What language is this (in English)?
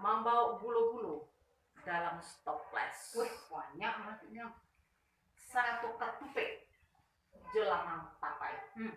Minangkabau